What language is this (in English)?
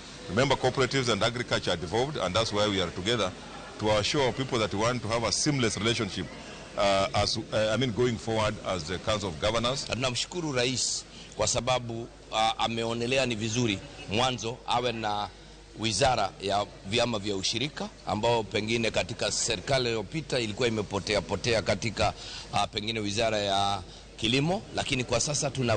Luo (Kenya and Tanzania)